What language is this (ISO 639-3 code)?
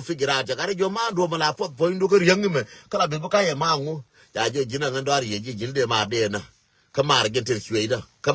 nus